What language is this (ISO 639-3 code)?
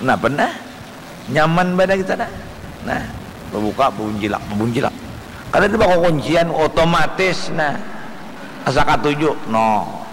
bjn